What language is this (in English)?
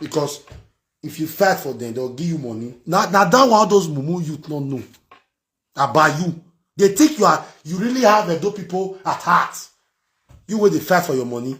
Nigerian Pidgin